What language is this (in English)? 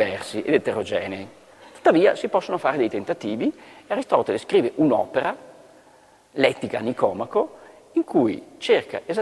Italian